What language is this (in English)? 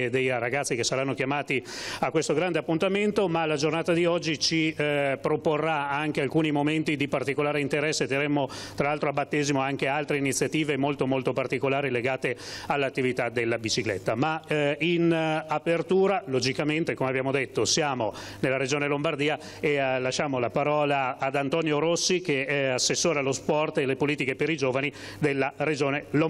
Italian